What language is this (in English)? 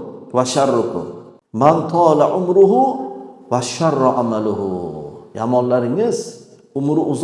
Uzbek